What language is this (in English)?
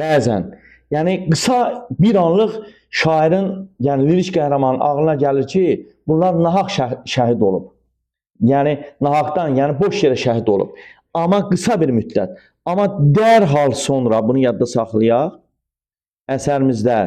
Azerbaijani